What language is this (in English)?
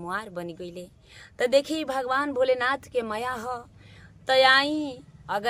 Bhojpuri